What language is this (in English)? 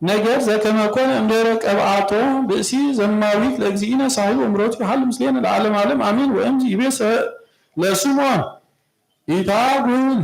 Geez